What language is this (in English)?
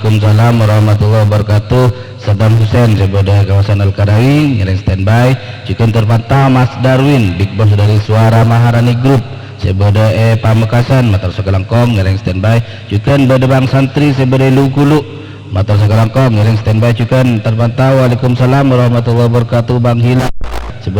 Madurese